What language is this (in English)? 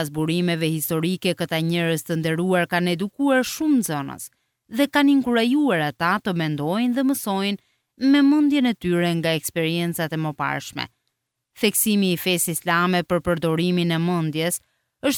Albanian